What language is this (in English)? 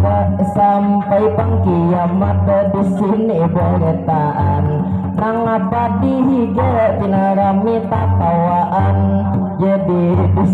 Banjar